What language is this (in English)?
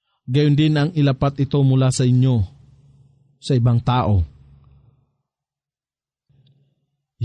Filipino